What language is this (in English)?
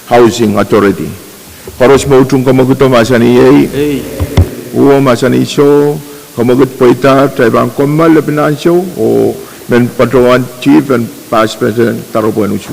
Pohnpeian